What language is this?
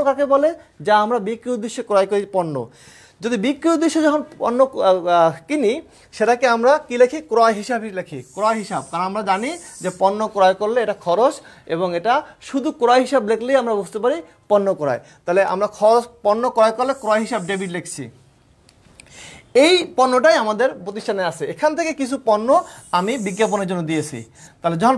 Bangla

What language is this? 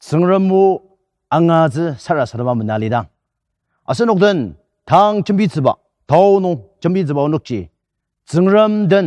Ao Naga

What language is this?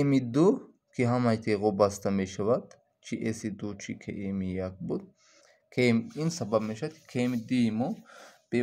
Tajik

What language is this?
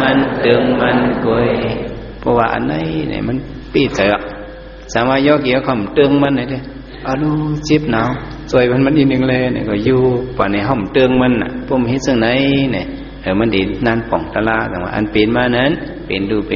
Shan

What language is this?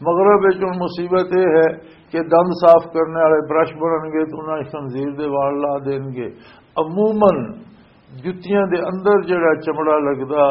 Western Panjabi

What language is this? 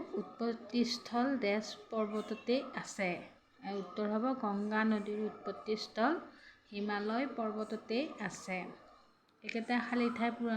Assamese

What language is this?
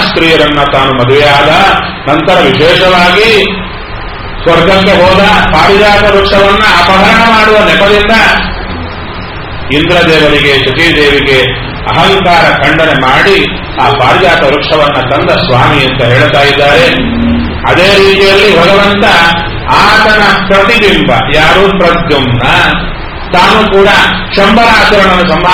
Kannada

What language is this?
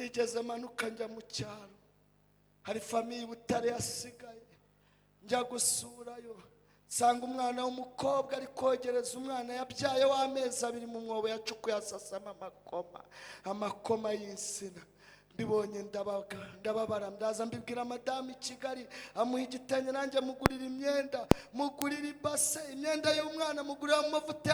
Kinyarwanda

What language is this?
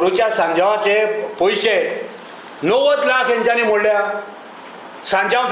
Konkani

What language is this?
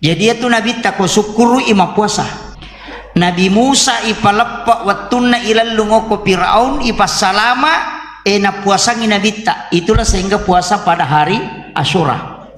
Buginese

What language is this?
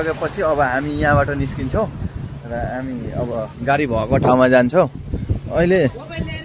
Nepali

